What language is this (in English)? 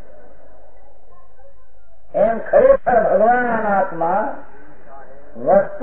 Gujarati